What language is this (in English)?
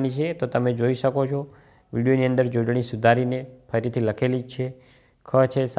Gujarati